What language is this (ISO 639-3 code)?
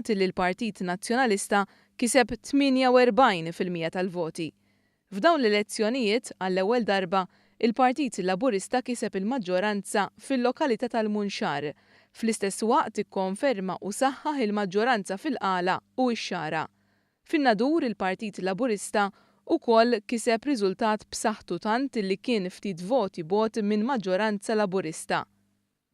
mlt